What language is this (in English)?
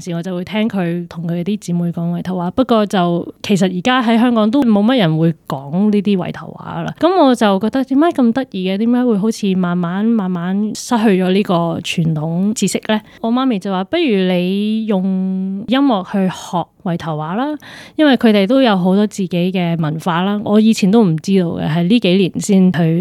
Cantonese